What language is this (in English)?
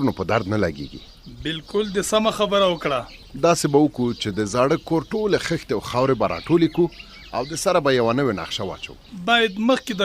Pashto